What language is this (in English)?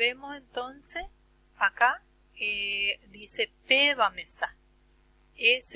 Guarani